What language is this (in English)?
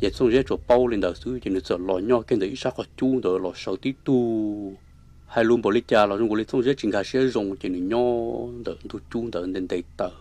Hmong